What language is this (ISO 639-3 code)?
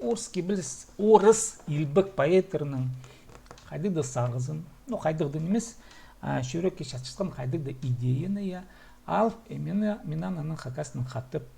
kjh